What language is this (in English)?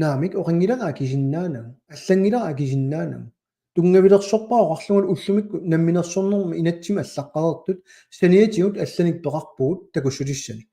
Kalaallisut